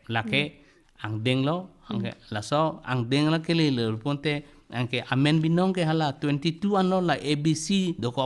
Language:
Karbi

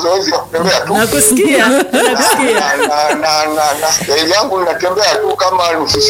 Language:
Swahili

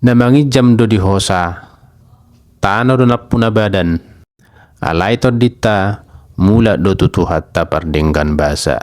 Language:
Batak Toba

